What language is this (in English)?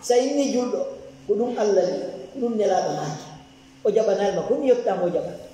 Fula